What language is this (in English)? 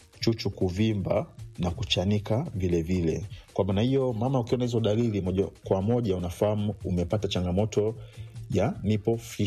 Swahili